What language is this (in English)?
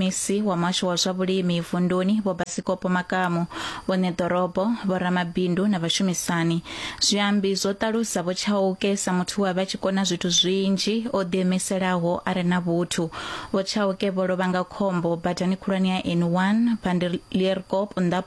Venda